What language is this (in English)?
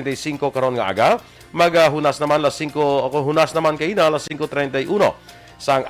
Hiligaynon